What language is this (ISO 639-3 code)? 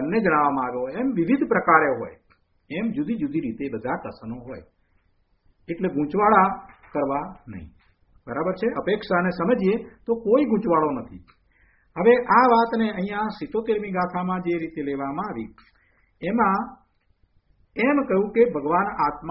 guj